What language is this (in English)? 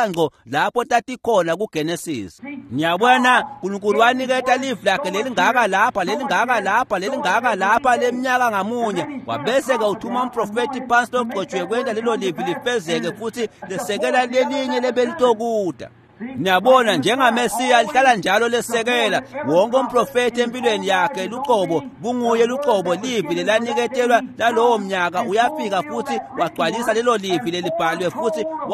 Swati